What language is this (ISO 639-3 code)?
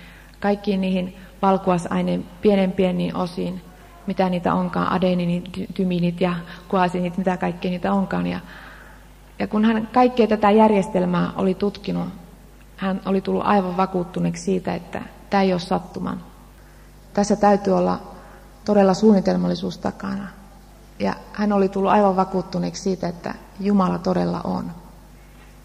fin